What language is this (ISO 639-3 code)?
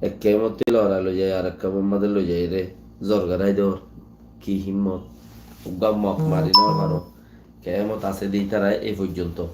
rhg